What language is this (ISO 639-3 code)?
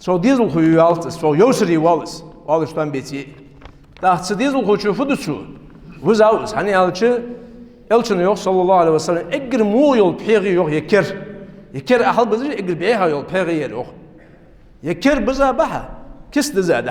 inh